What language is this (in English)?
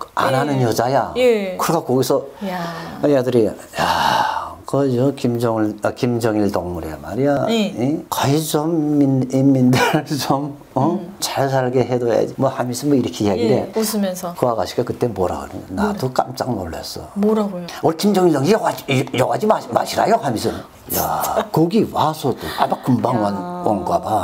Korean